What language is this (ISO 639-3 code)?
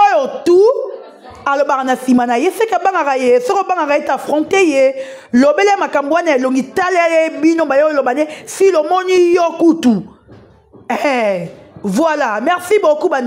lin